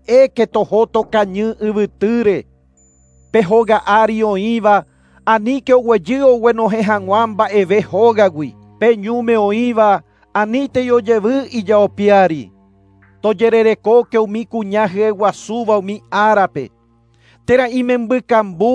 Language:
Guarani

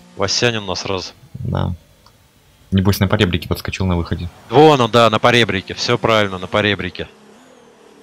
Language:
Russian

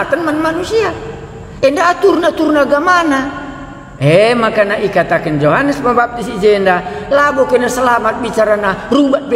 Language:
Batak Karo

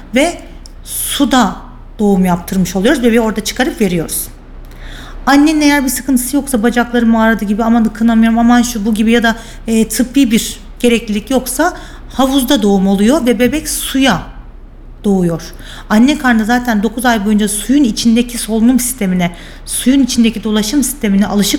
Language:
Turkish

